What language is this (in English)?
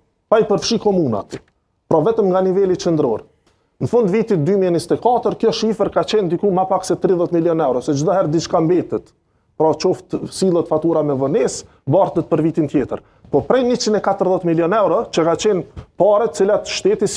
Albanian